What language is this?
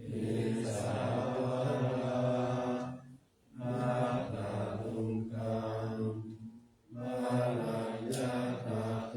Pali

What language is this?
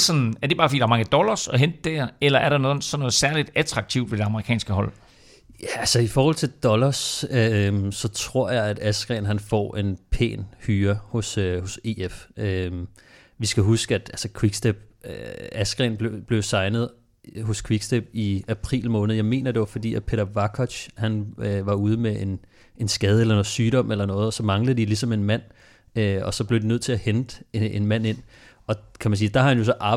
Danish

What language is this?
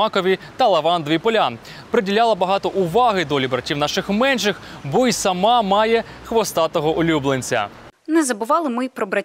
Ukrainian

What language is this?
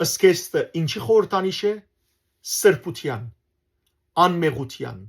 Western Armenian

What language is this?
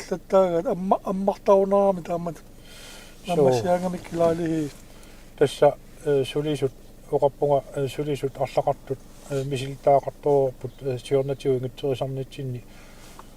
Kalaallisut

